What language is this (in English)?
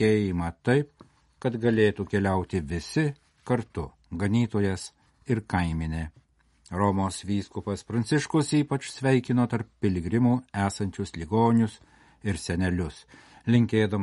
Lithuanian